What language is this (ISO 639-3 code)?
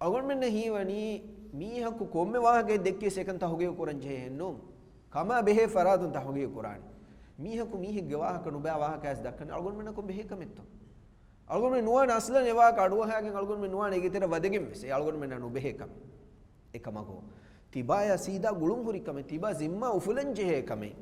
div